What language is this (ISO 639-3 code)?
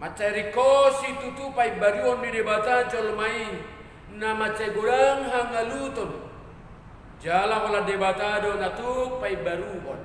bbc